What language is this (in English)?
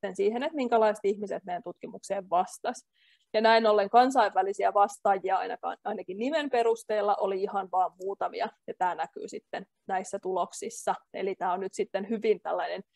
Finnish